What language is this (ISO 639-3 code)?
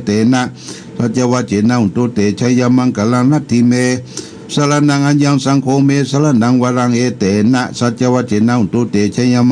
pli